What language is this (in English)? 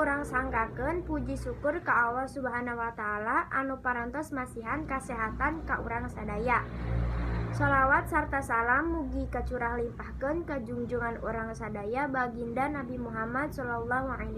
Sundanese